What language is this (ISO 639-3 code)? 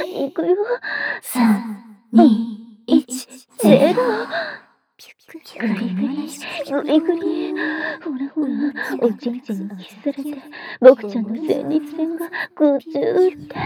jpn